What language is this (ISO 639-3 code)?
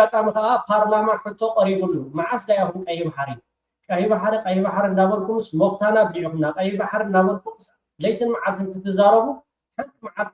tir